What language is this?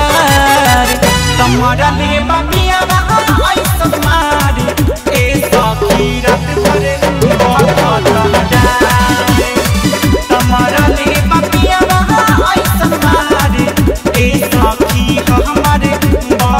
Bhojpuri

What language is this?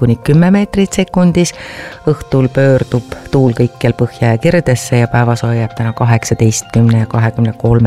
Estonian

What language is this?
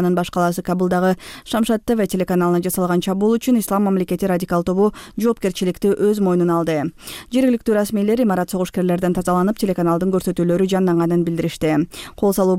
Kyrgyz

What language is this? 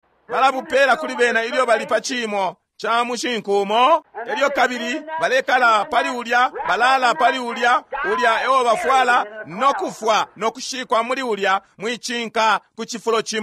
Bemba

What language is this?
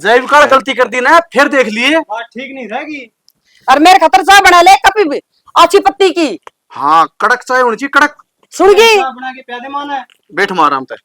Haryanvi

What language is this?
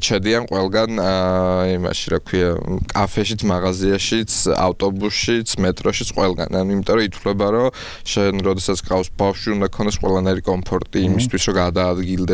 Georgian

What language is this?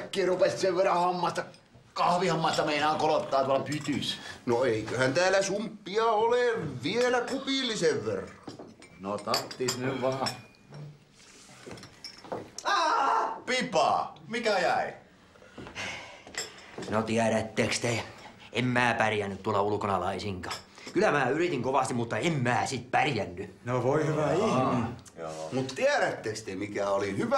Finnish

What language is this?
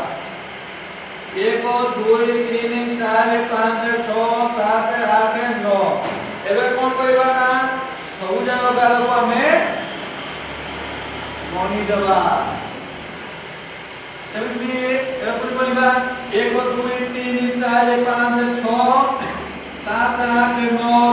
Odia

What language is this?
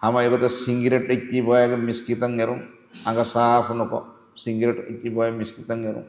Divehi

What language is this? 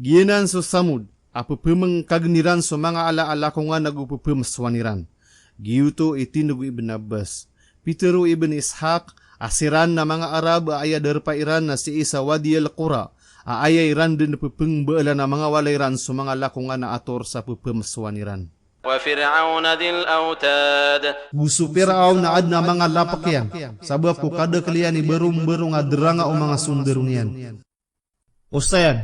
Maranao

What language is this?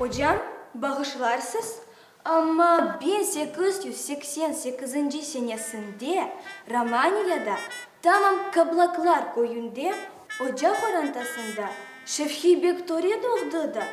Crimean Tatar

